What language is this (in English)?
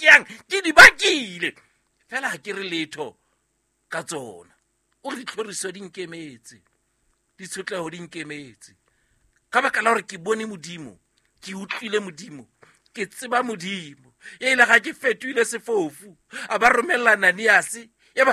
Southern Sotho